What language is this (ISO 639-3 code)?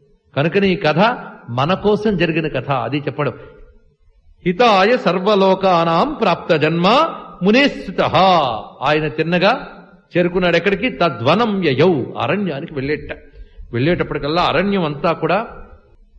tel